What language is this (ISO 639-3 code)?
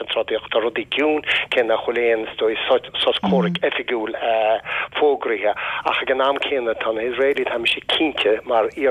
gle